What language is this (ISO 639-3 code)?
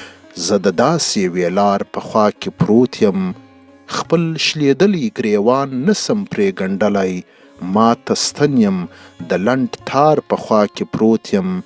pus